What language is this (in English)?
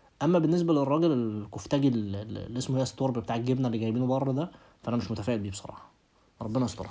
Egyptian Arabic